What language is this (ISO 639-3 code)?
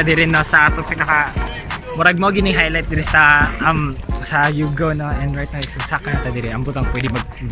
ceb